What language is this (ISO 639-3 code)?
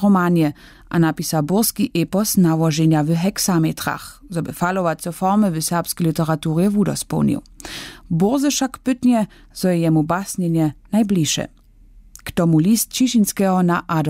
hsb